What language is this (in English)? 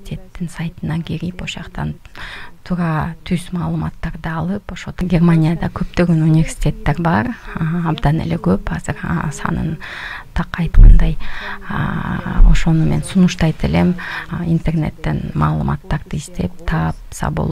Kyrgyz